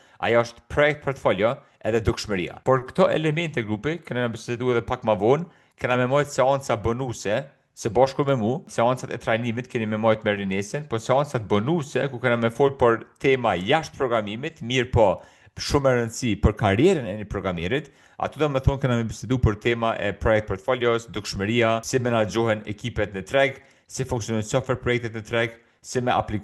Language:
Albanian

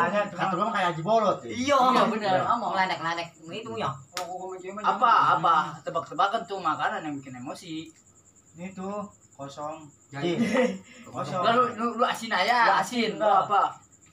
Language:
Betawi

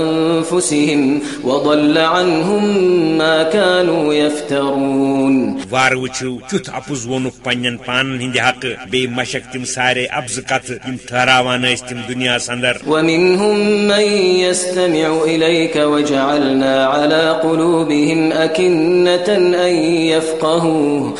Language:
Kashmiri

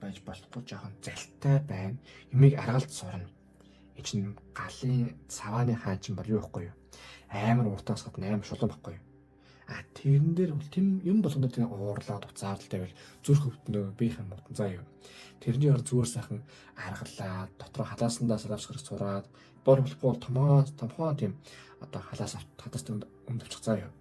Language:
Mongolian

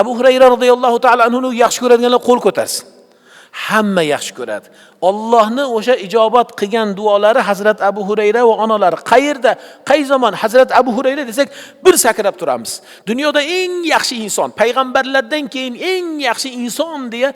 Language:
Uzbek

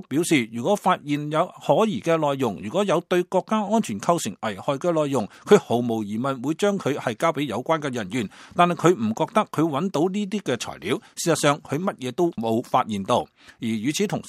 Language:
Cantonese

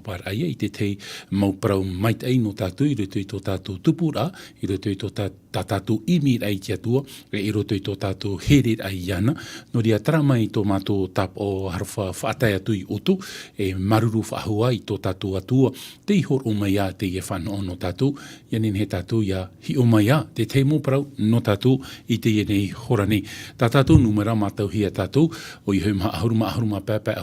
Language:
Tahitian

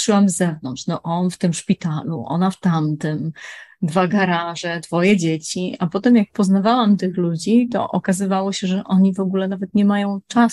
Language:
Polish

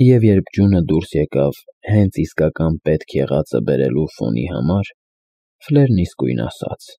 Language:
Armenian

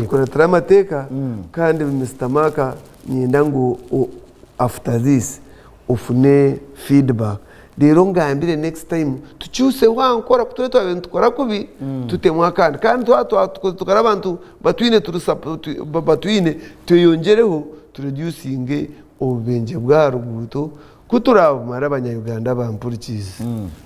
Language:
Nyankole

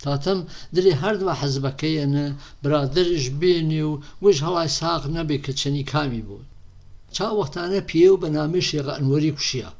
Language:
Gurani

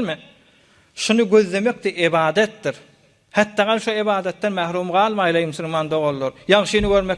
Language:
Turkmen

